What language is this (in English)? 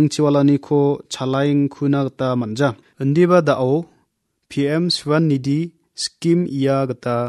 Garo